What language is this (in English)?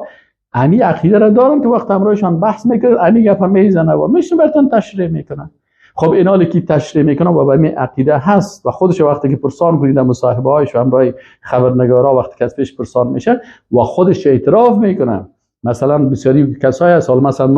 Persian